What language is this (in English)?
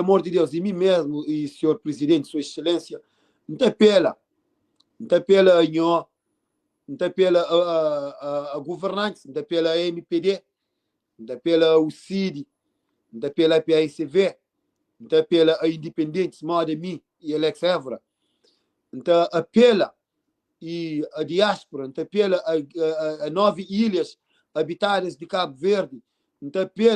Kabuverdianu